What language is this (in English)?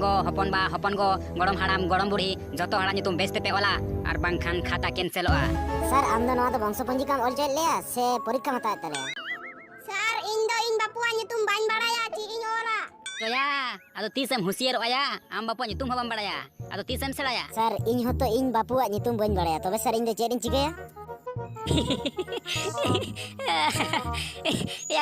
Santali